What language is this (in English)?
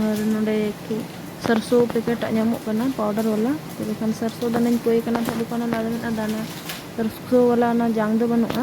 Santali